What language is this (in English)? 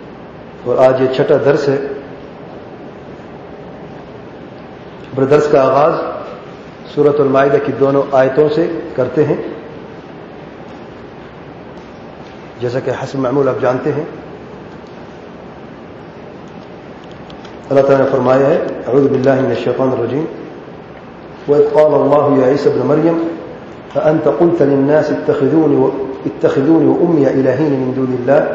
Urdu